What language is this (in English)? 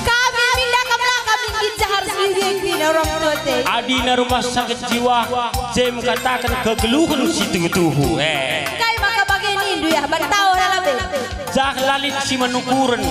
Batak Karo